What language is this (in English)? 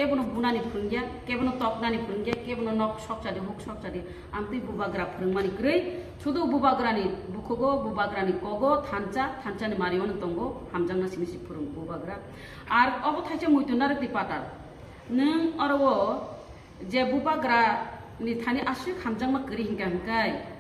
Kok Borok